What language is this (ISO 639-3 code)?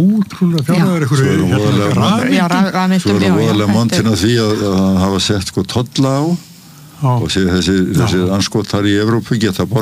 isl